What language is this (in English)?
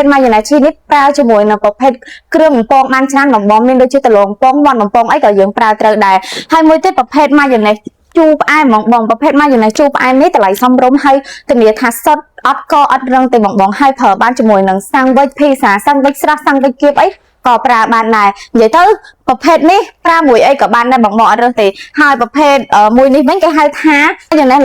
Khmer